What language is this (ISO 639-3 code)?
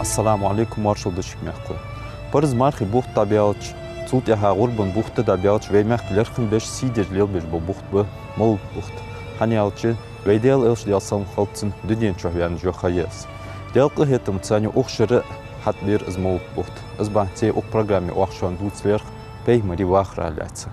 inh